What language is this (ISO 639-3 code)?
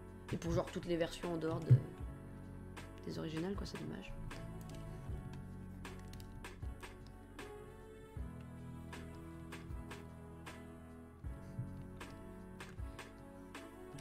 fra